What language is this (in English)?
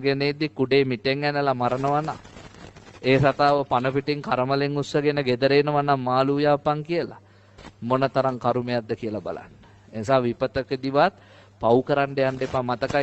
Sinhala